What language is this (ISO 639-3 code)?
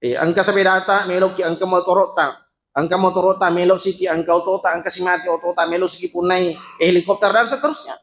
bug